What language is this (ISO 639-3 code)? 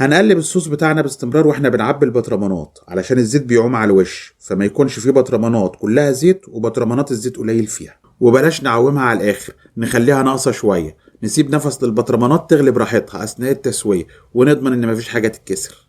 arz